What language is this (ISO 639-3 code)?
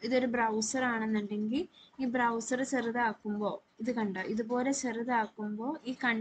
mal